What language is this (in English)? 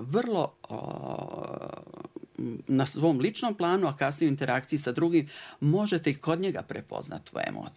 Bosnian